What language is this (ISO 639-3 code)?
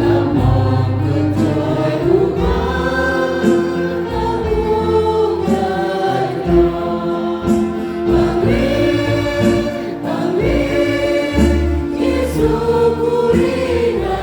cmo